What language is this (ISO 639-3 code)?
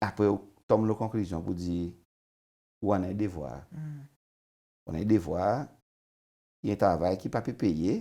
crs